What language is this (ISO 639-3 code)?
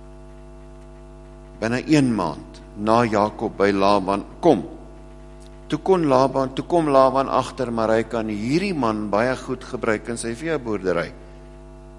afr